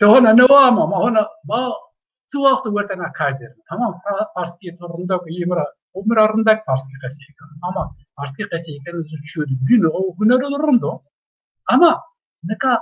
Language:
Zaza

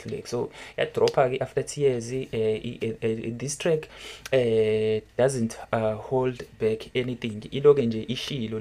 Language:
Zulu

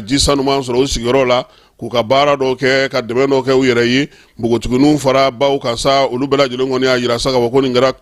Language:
Bambara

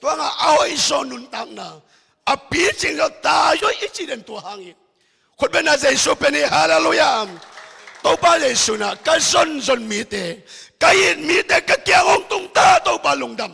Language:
Tedim Chin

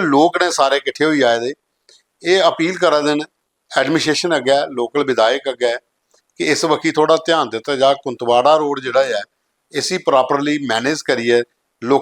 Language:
Dogri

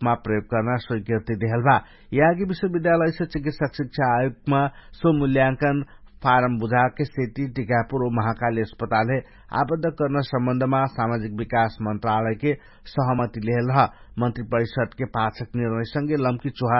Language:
Dangaura Tharu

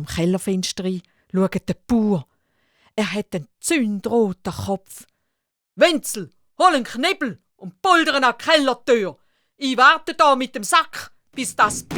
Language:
Swiss German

